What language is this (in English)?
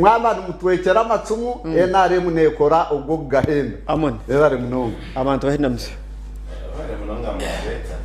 Nyankole